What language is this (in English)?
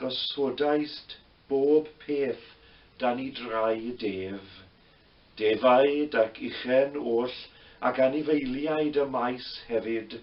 Welsh